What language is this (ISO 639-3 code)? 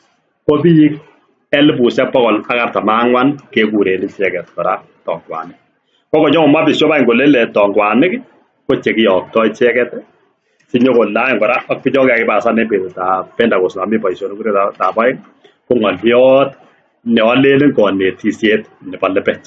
kln